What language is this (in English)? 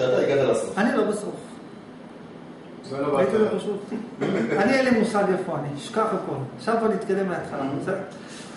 Hebrew